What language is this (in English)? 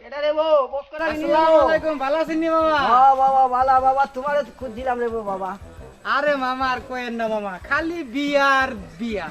Sylheti